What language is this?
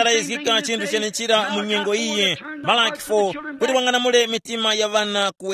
Tumbuka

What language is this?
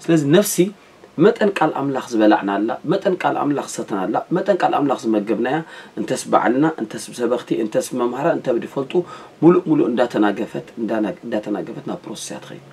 Tigrinya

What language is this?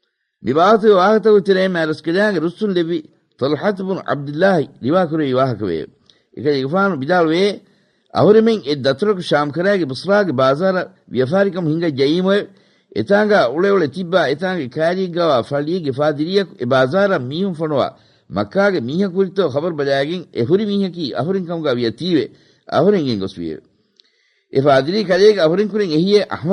Divehi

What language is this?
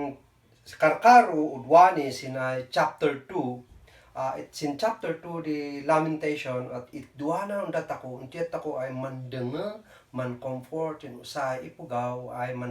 Kankanaey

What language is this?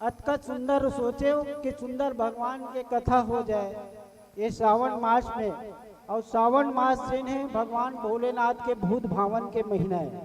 Chhattisgarhi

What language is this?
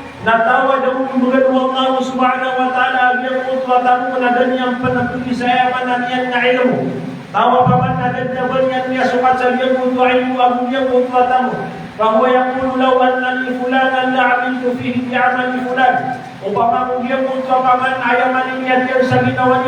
Maranao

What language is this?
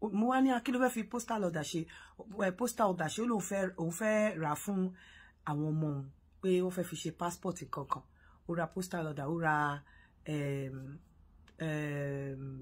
Yoruba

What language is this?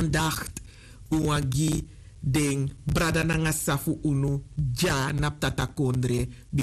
Sranan Tongo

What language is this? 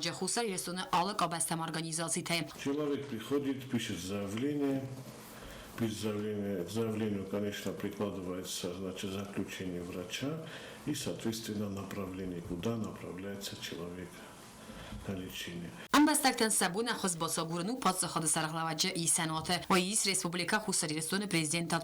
Ossetic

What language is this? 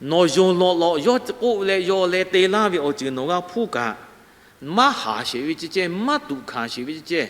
Lahu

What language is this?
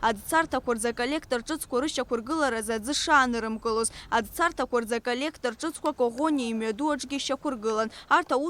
Abkhazian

